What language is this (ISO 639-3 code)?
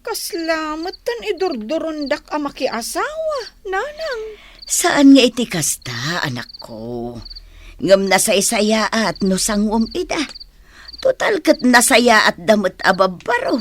ilo